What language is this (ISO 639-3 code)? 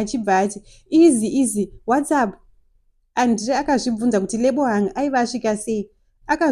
sna